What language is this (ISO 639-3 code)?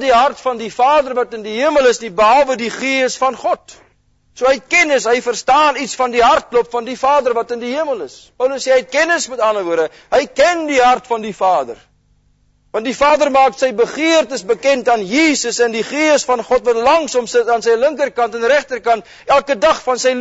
afr